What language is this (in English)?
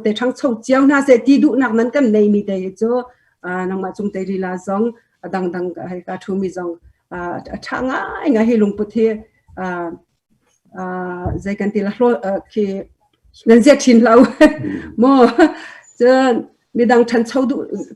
Hakha Chin